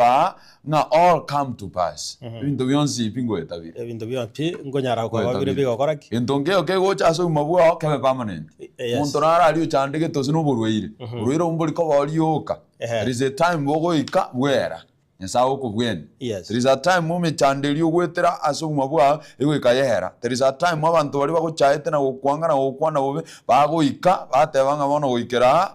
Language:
Gusii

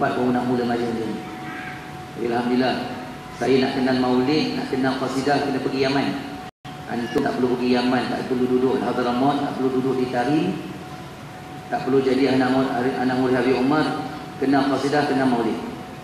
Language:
Malay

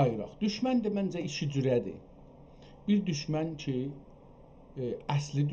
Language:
South Azerbaijani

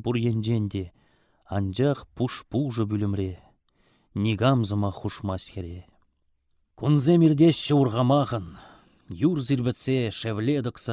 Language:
Chuvash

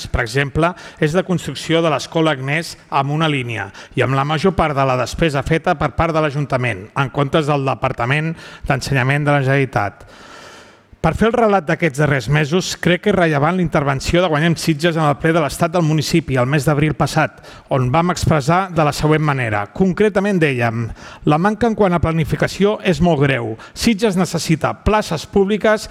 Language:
Catalan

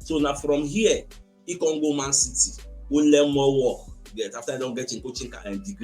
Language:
Nigerian Pidgin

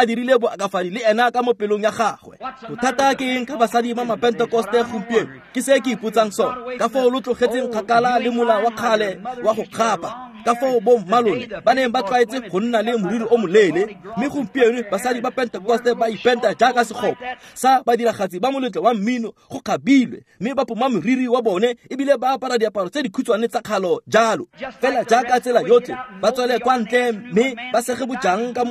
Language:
Tswana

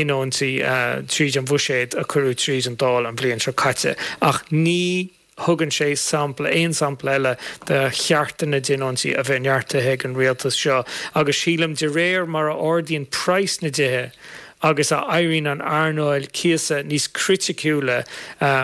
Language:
Irish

